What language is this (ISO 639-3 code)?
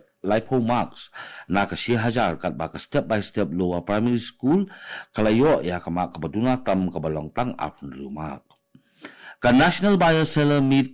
kha